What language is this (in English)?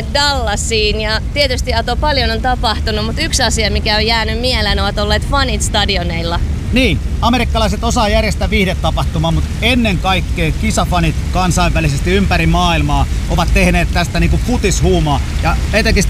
Finnish